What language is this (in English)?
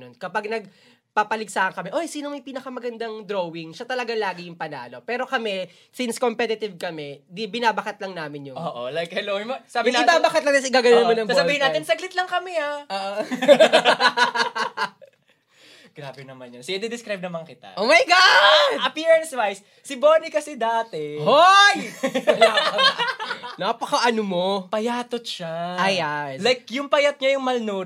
Filipino